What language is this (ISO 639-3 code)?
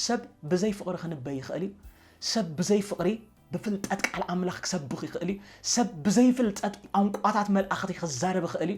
tir